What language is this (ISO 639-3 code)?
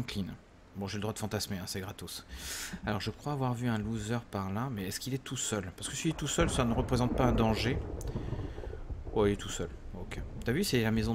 fra